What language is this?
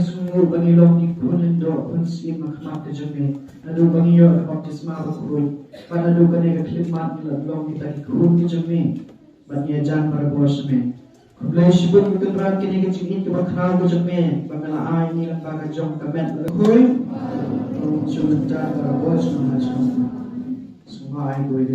Khasi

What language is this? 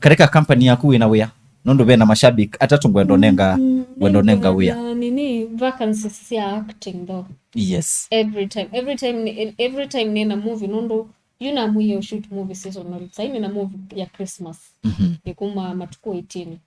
Kamba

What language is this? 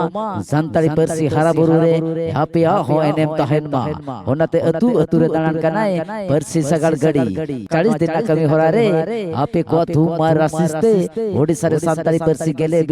Santali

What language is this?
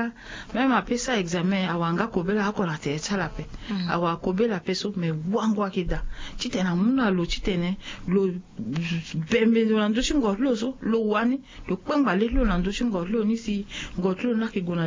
Sango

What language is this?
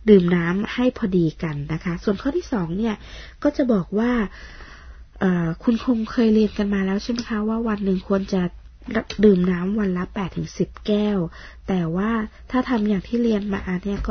Thai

